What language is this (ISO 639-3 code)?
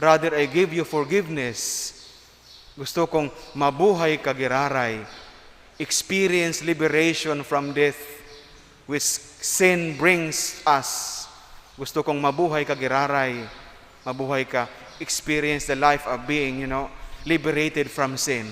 bik